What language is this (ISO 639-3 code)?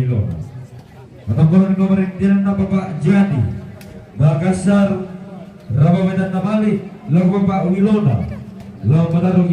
sda